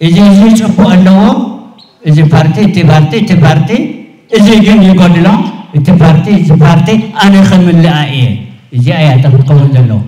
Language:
Tigrinya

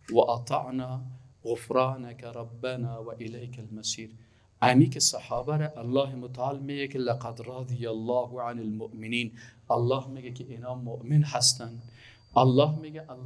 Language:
Persian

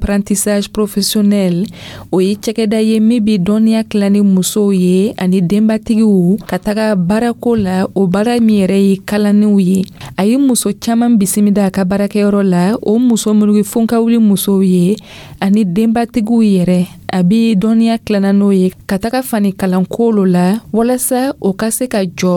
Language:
Dyula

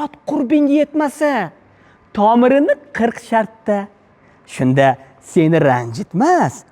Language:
Uzbek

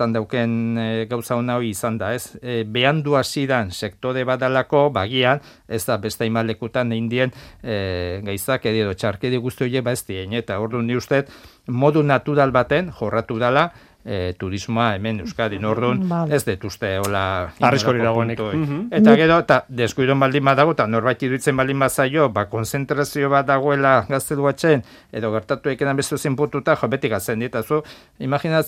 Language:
Basque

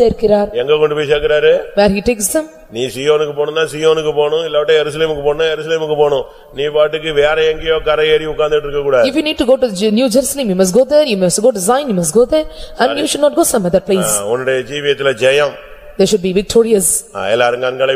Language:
Tamil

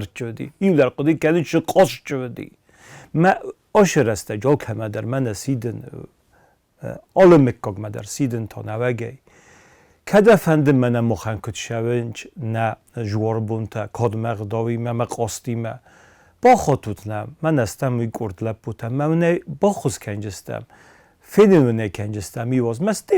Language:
Ossetic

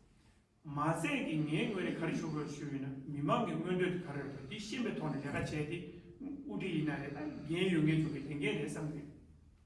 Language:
Tibetan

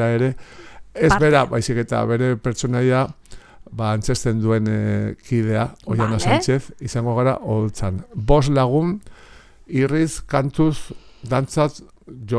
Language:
Basque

